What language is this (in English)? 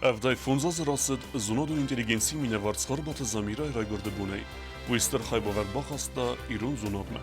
Ossetic